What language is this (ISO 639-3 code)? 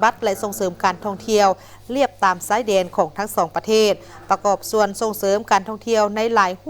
lao